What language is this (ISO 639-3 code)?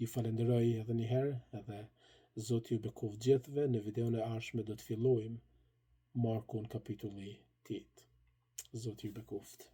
sqi